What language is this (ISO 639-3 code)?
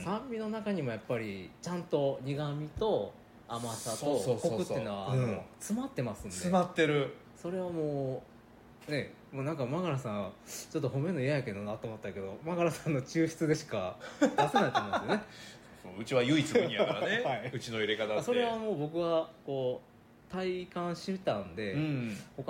jpn